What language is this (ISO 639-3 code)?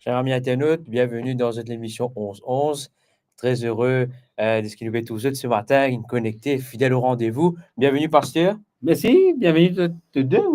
mfe